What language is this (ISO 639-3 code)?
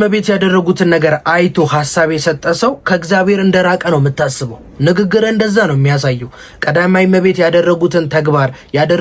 amh